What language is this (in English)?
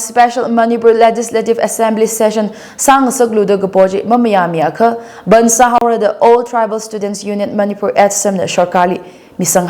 Tangkhul Naga (India)